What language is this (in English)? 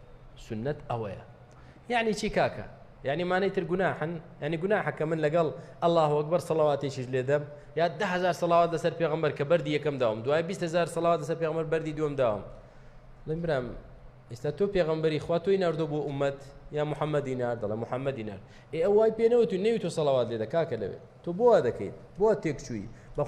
Central Kurdish